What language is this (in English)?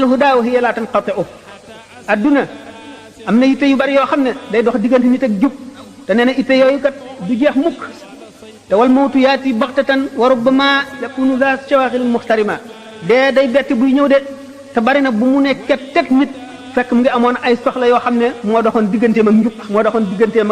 Wolof